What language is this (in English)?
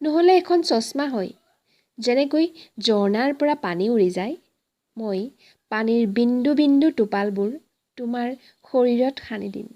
Assamese